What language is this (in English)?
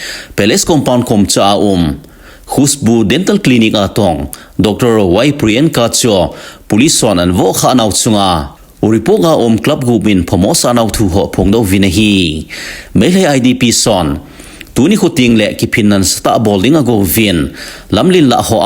Thado Chin